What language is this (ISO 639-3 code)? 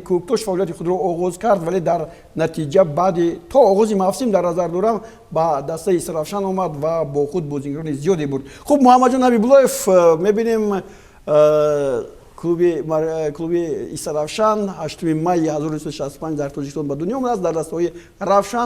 tgk